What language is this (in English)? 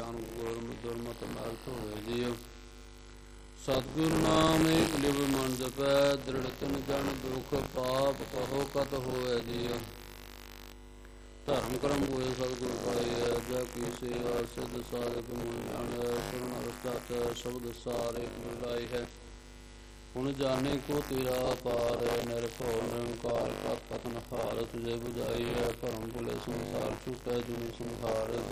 Punjabi